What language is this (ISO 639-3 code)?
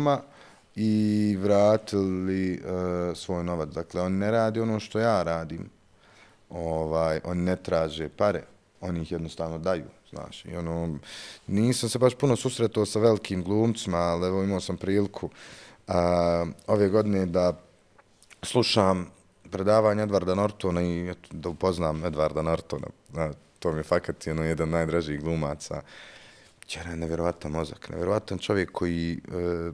bos